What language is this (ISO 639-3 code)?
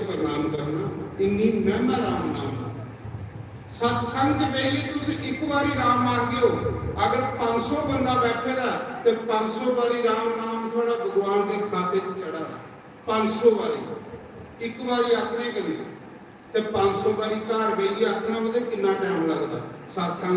doi